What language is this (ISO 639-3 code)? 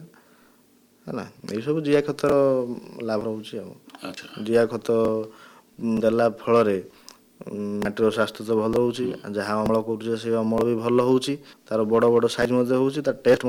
ori